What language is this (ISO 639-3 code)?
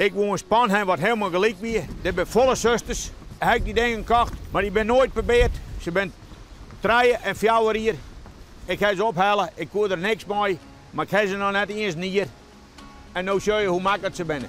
fry